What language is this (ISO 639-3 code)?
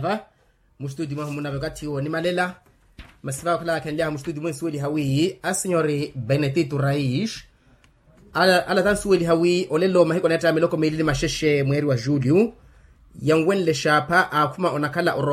vmw